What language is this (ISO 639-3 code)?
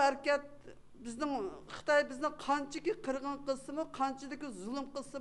uig